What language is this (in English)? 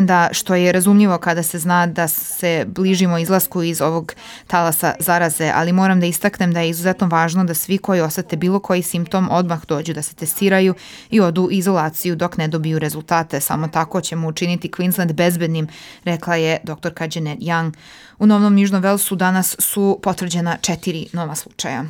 Serbian